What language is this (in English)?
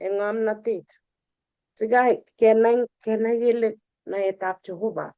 Kalenjin